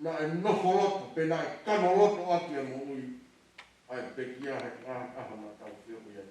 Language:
Tongan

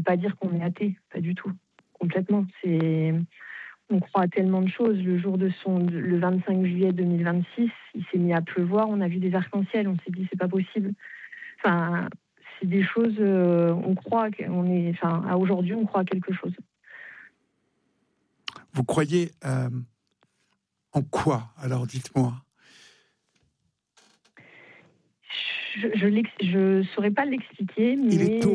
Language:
French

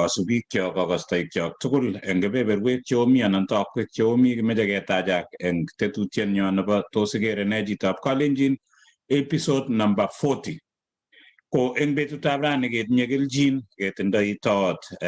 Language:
Kalenjin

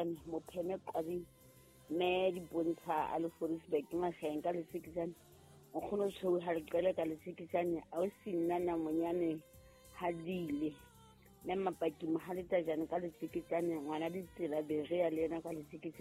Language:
Southern Sotho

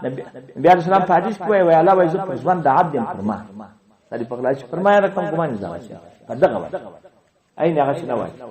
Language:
Pashto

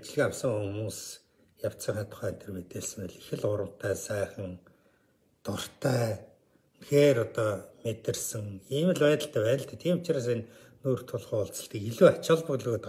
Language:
Mongolian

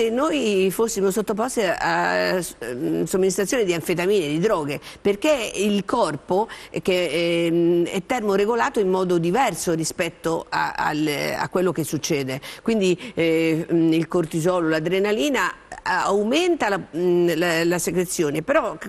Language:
Italian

